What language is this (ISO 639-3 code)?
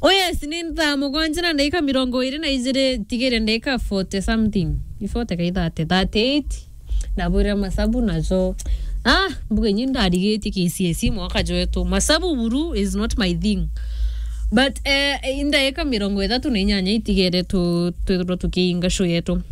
mer